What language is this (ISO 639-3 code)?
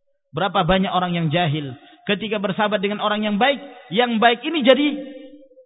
ind